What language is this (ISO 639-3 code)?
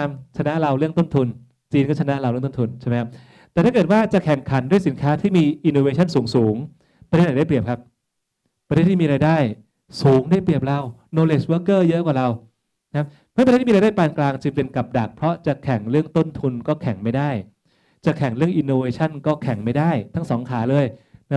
tha